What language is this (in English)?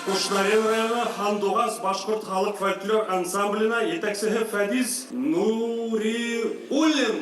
Bashkir